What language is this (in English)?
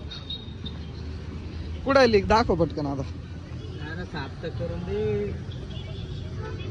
Marathi